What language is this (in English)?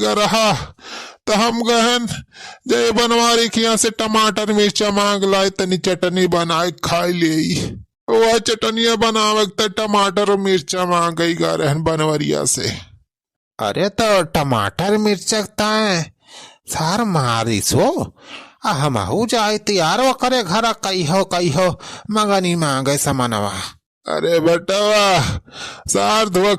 Awadhi